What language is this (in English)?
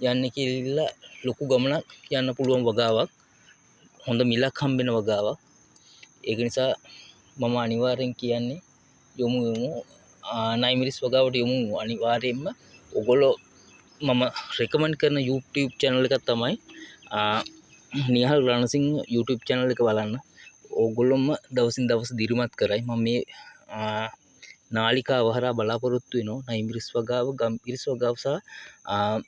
Sinhala